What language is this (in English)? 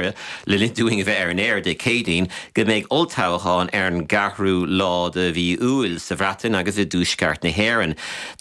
Irish